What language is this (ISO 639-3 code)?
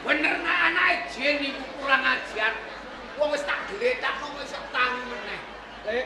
jav